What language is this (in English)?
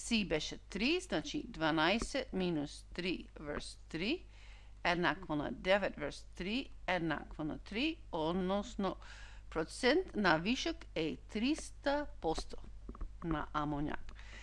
Macedonian